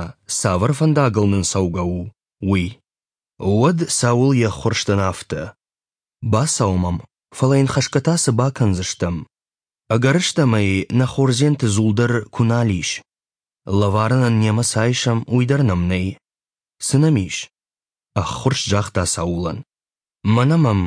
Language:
Ossetic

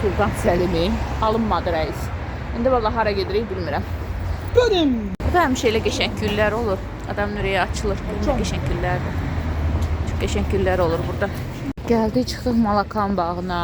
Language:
Azerbaijani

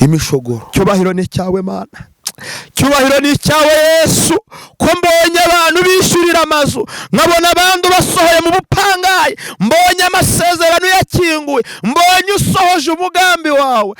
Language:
Kinyarwanda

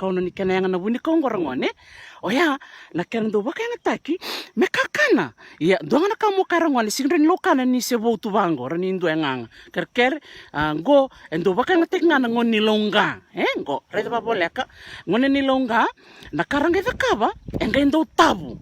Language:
Fijian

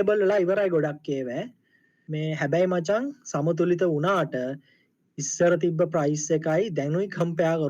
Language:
Sinhala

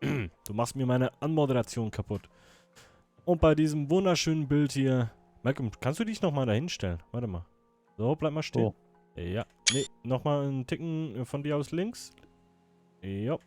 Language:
Swiss German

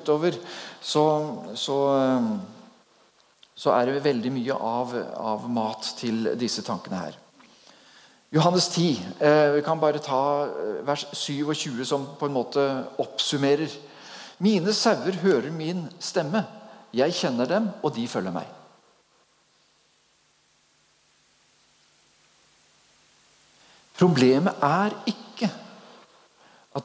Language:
Norwegian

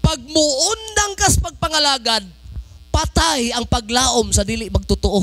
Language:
Cebuano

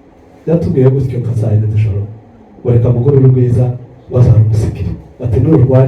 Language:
Kinyarwanda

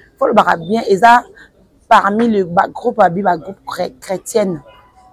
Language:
Lingala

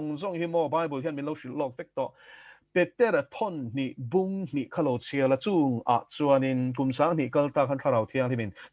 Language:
Mizo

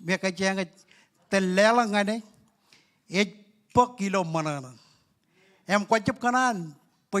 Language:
Marshallese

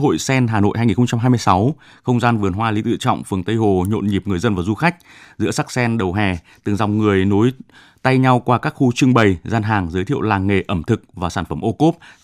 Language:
Vietnamese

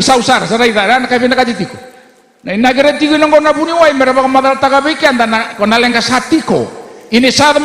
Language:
Fijian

